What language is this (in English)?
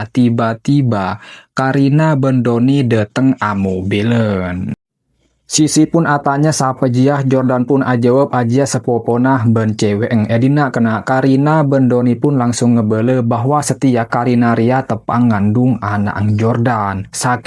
Madurese